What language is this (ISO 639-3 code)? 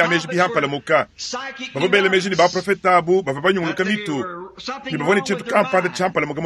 lua